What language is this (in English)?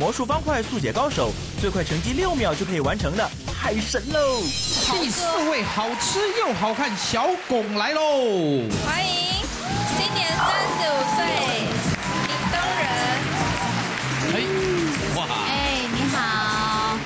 Chinese